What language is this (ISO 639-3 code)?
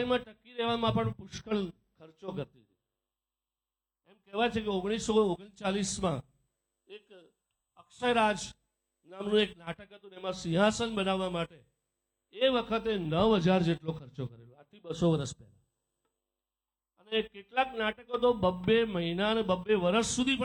guj